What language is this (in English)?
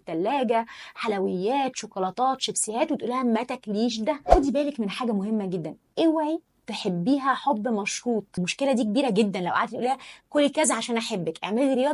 Egyptian Arabic